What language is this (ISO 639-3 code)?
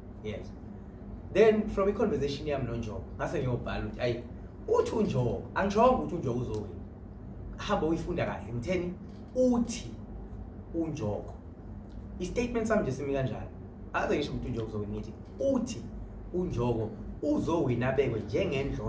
zul